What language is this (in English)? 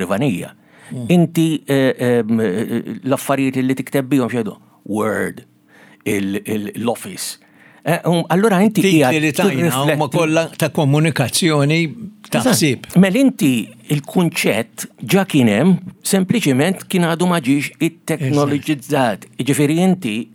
Maltese